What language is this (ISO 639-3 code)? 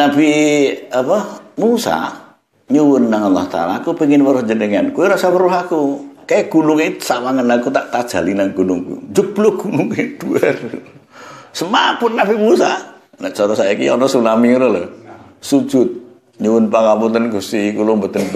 jav